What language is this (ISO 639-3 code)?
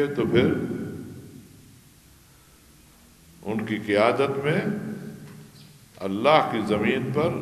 urd